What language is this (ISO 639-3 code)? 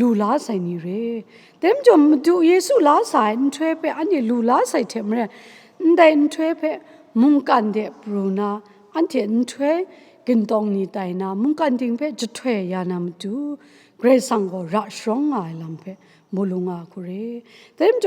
kac